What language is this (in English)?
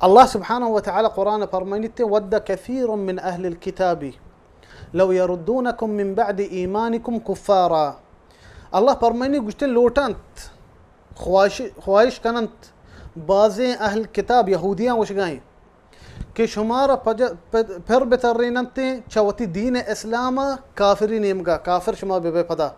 Baluchi